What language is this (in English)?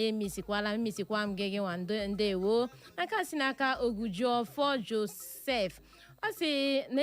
Igbo